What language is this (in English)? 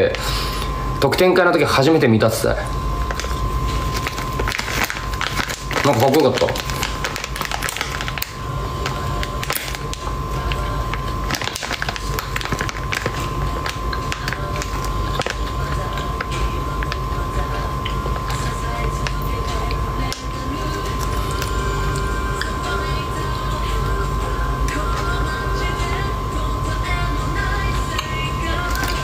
Japanese